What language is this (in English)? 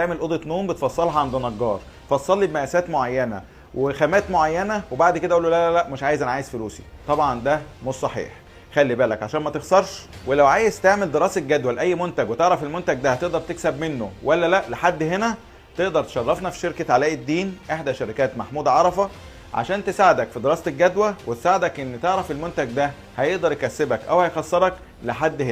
Egyptian Arabic